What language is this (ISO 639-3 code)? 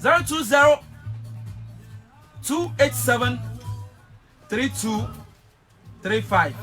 ewe